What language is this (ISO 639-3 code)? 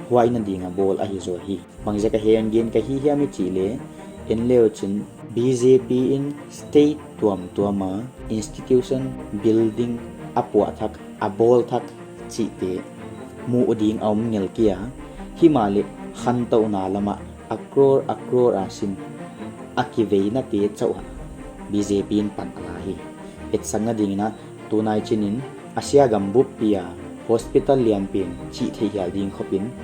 pck